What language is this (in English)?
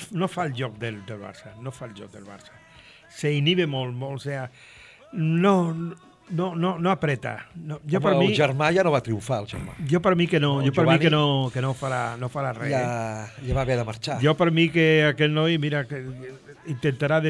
Catalan